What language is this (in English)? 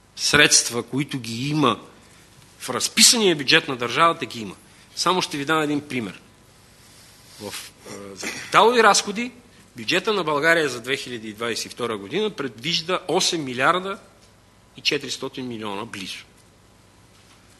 Bulgarian